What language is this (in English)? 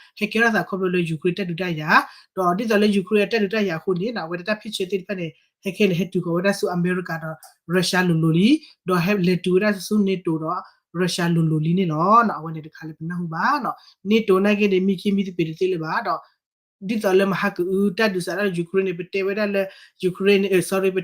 S'gaw Karen